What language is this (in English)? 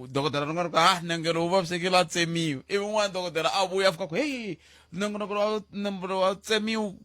Tsonga